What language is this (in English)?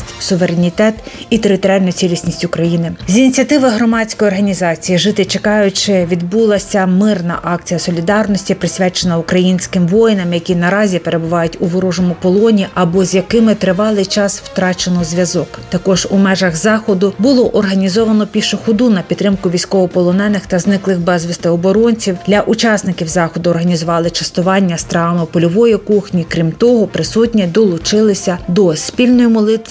Ukrainian